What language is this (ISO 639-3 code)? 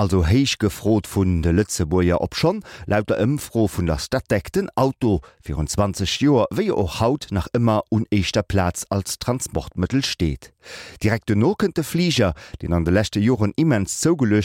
ltz